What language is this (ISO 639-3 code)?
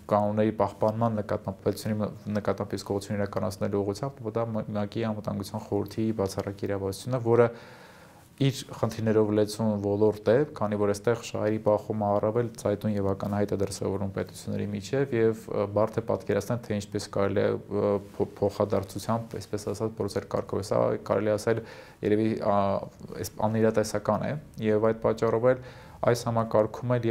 hye